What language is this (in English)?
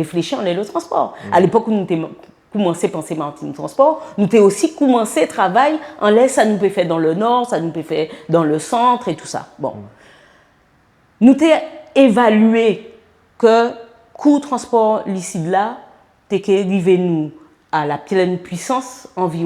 Guadeloupean Creole French